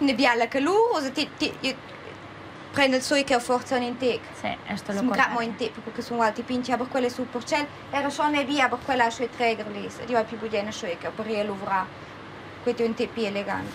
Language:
Romansh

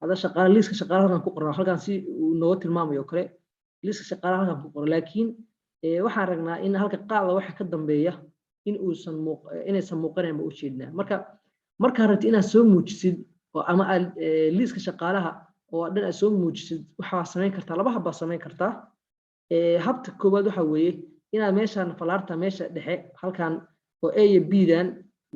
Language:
Somali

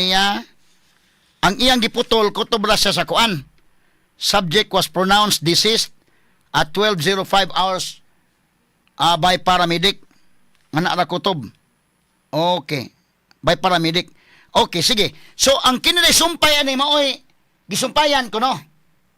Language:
Cebuano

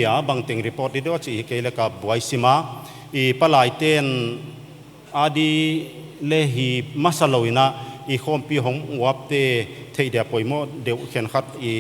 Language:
Paite Chin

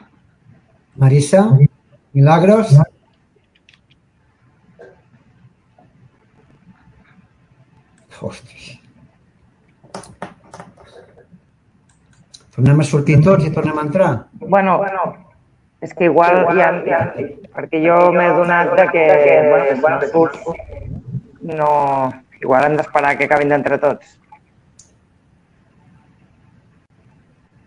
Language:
Catalan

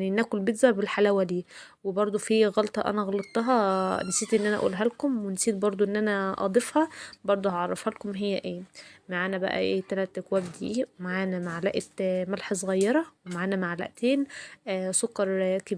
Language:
Egyptian Arabic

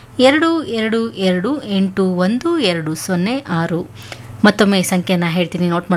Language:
Kannada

